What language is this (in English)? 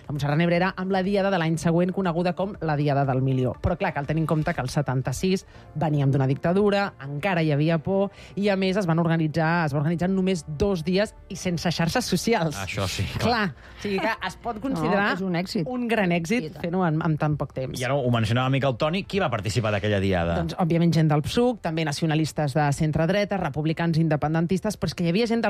Catalan